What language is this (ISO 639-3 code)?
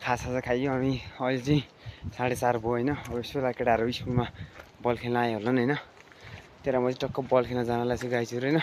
nep